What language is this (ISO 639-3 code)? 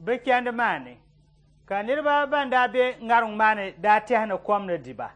dag